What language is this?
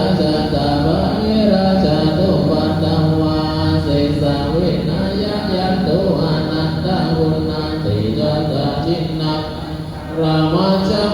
Pali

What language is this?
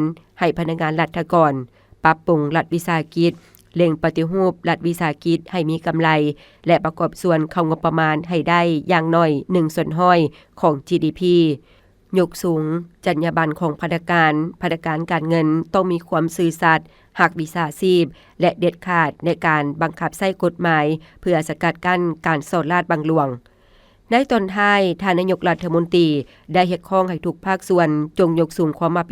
Lao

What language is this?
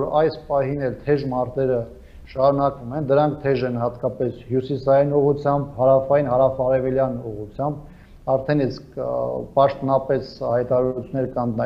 Armenian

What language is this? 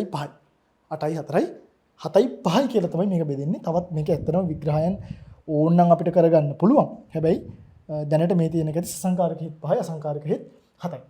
Sinhala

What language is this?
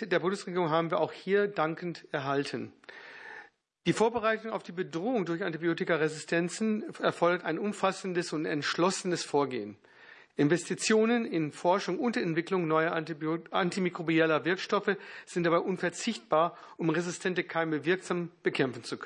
German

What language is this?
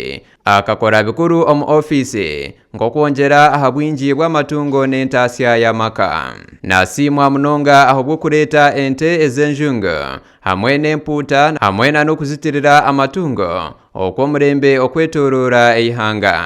Nyankole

